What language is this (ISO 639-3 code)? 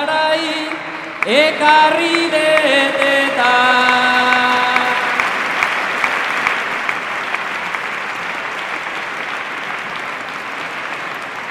eus